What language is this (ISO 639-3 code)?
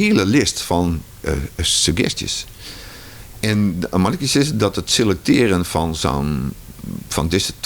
fry